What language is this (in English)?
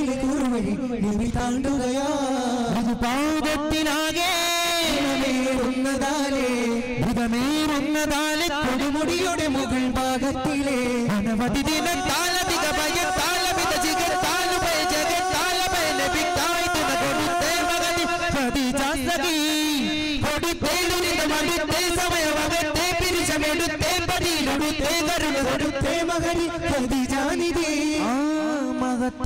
Malayalam